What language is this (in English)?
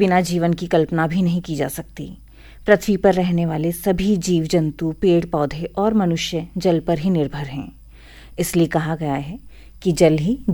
Hindi